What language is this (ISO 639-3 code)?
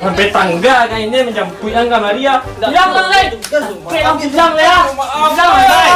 min